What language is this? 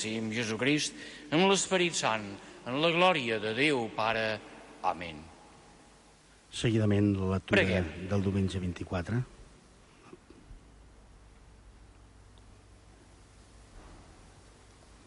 Catalan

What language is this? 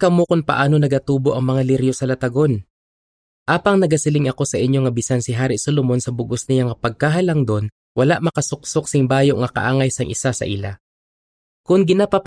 Hiligaynon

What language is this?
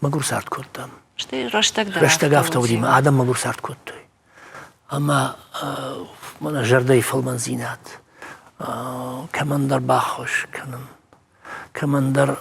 Ossetic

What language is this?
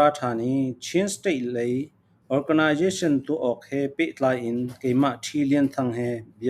Falam Chin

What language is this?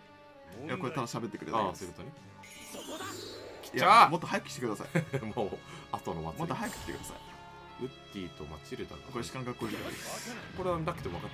Japanese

